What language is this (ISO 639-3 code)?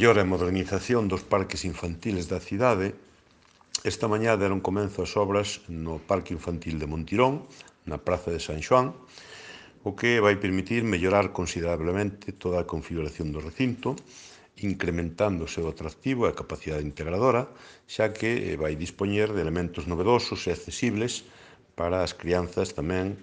glg